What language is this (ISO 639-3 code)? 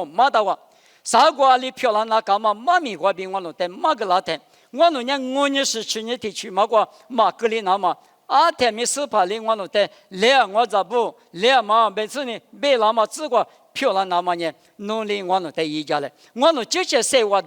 lis